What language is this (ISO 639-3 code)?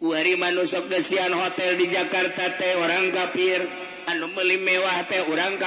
sun